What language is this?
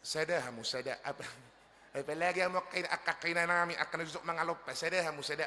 Batak Toba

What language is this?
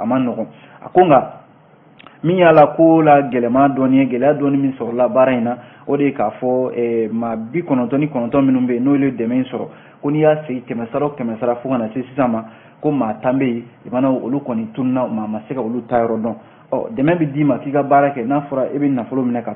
Bambara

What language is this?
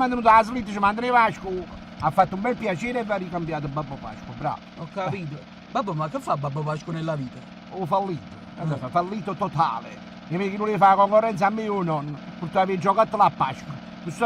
Neapolitan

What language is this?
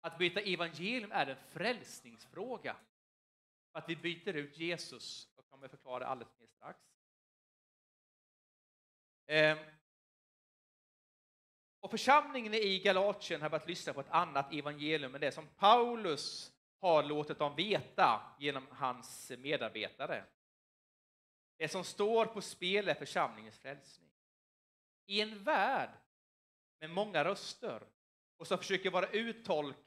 Swedish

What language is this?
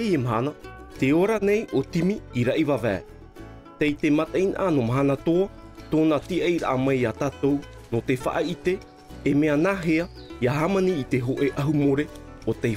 Tahitian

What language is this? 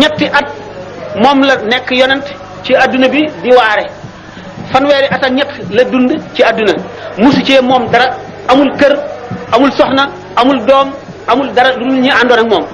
Wolof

